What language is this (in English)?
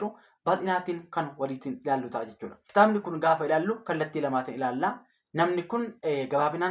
Oromo